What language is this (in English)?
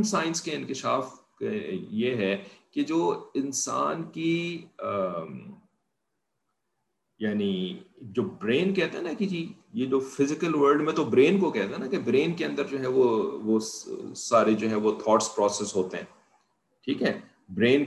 Urdu